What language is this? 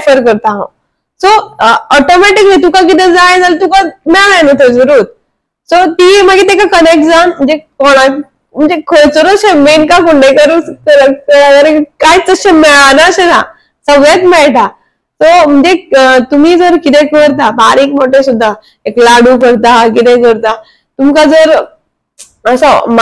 Konkani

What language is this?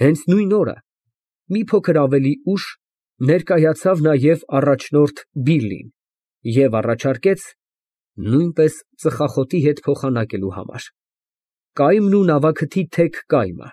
Armenian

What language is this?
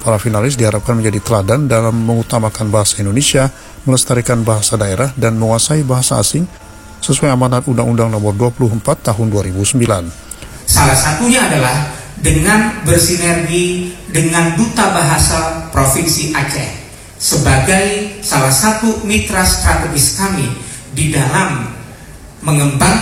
Indonesian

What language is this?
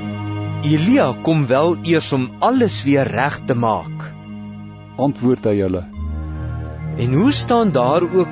Afrikaans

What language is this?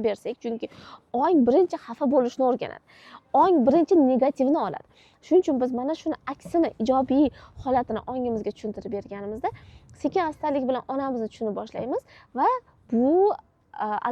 Uzbek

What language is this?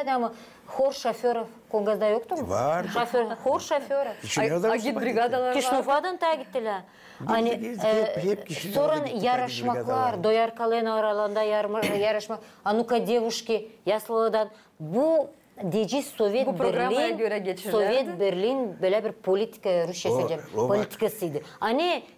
Gagauz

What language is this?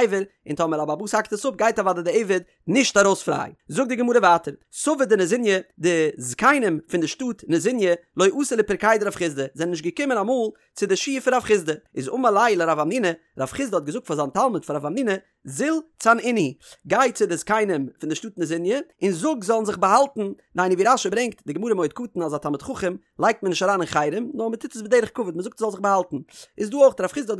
Yiddish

